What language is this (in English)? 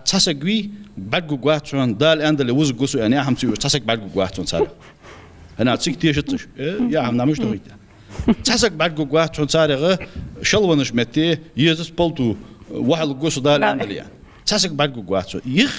Ingush